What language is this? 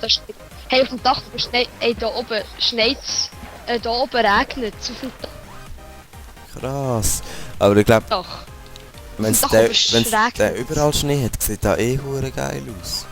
Swiss German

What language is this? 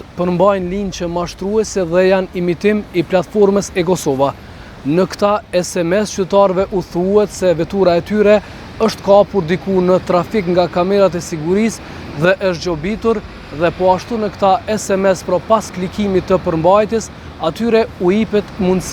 Albanian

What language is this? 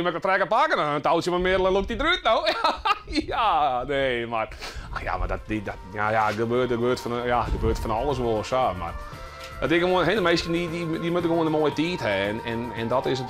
Western Frisian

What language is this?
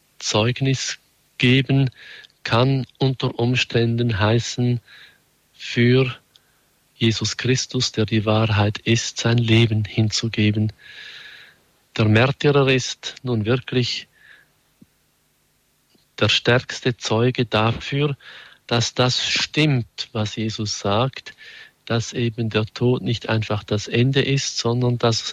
German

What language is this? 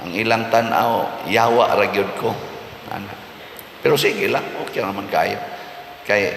Cebuano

